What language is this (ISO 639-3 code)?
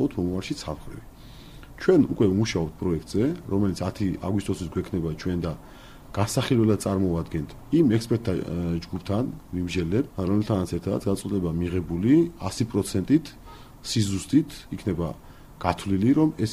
kat